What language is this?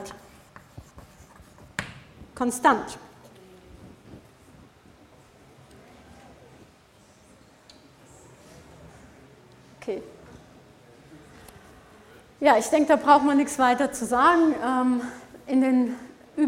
German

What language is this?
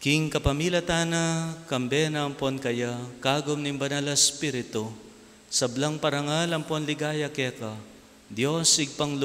Pampanga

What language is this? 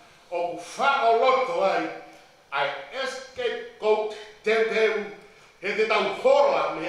Tongan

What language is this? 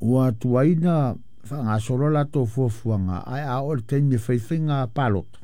Samoan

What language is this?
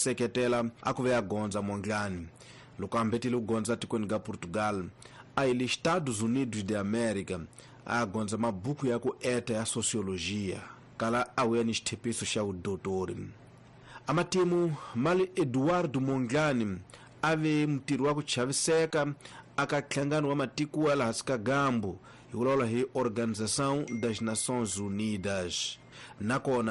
Tsonga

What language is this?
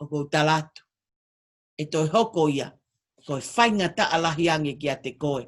Tongan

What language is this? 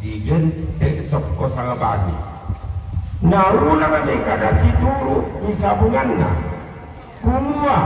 Toraja-Sa'dan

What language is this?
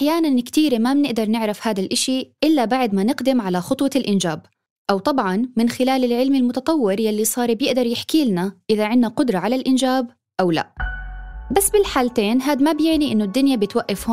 North Levantine Arabic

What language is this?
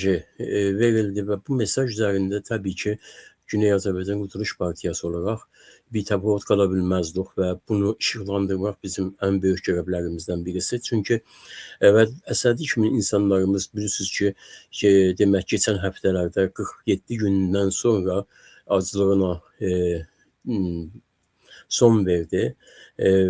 Azerbaijani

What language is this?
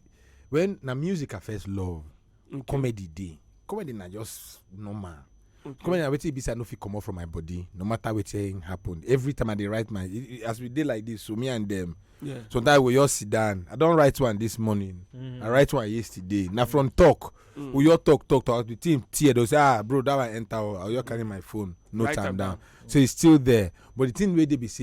Nigerian Pidgin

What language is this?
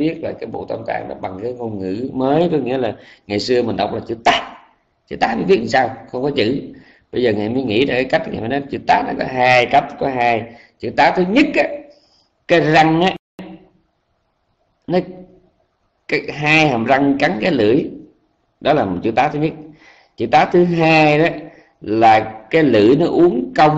Vietnamese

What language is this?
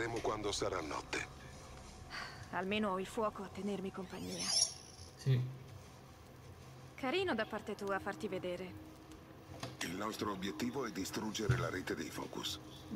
Italian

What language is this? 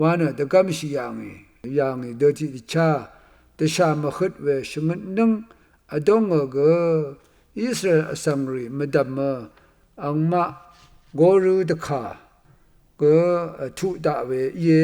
Rawang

